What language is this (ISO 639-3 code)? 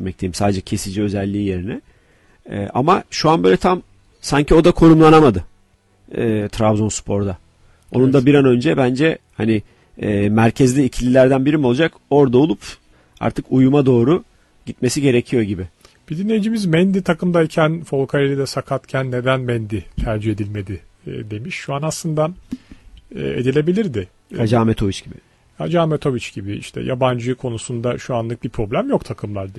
tur